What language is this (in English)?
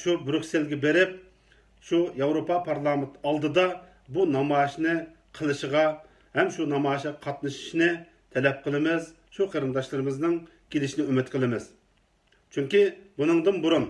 Uyghur